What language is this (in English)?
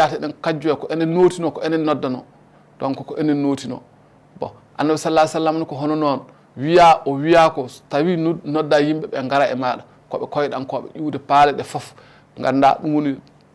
Fula